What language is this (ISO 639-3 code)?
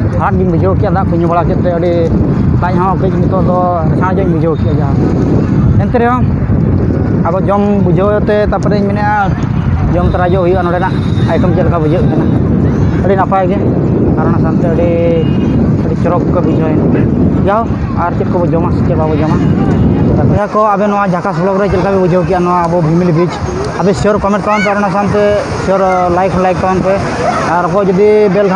sat